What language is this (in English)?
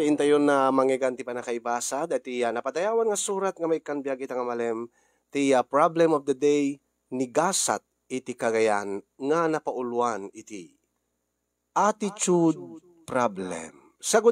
Iloko